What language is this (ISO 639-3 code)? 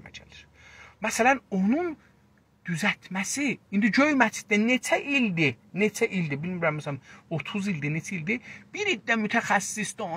azb